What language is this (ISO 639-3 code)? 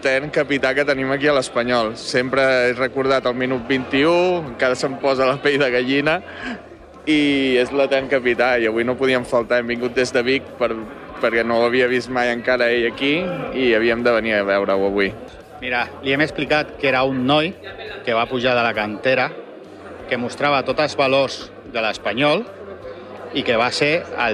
cat